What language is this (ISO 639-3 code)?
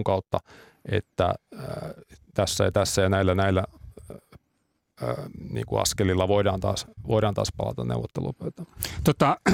fin